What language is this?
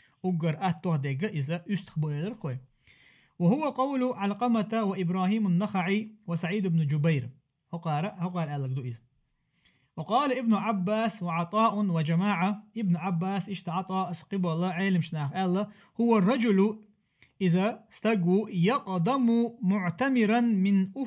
Chechen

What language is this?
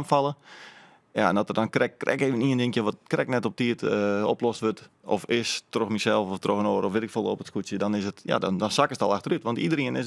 Western Frisian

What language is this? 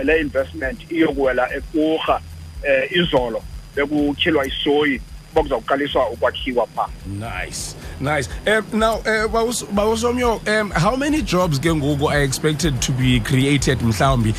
Xhosa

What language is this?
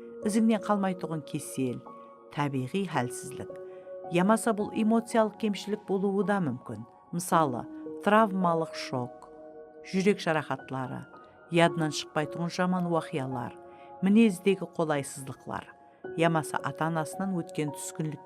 Kara-Kalpak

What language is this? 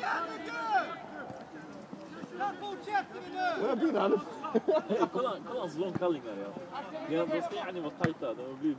Swedish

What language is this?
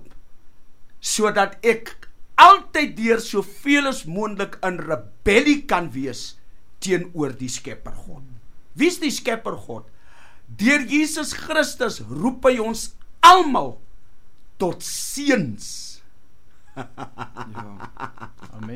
Afrikaans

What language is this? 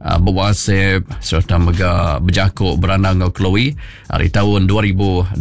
Iban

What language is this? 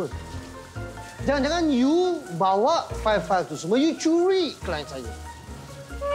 Malay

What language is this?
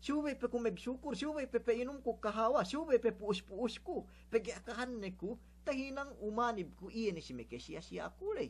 Yakan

